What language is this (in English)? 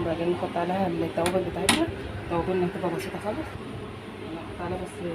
Egyptian Arabic